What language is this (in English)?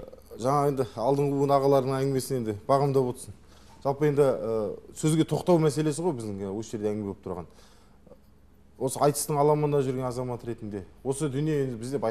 Kazakh